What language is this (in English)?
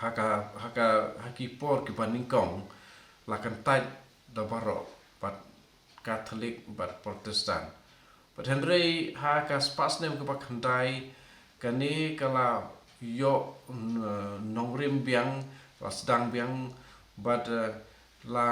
Khasi